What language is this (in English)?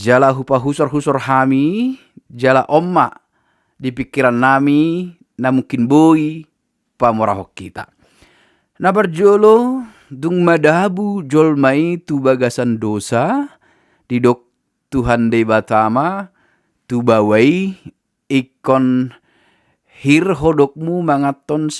Batak Toba